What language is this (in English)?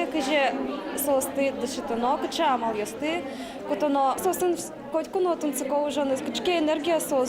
Udmurt